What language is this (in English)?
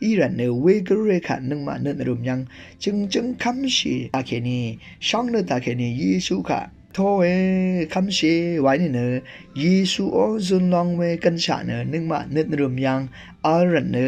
Rawang